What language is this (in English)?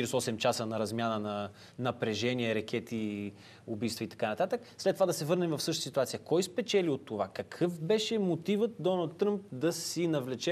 Bulgarian